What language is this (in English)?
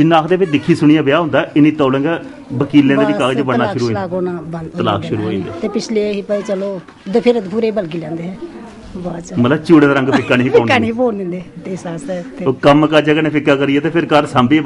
Dogri